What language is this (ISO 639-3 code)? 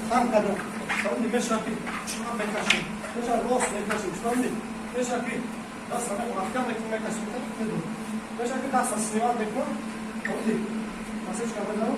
tgk